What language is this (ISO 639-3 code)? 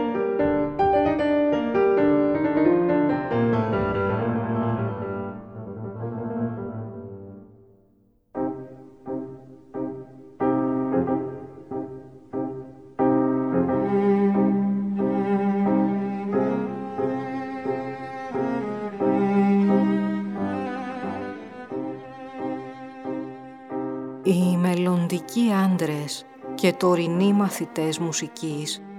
ell